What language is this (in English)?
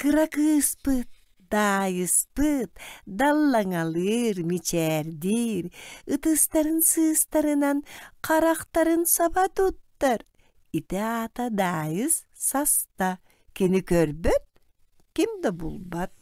Yakut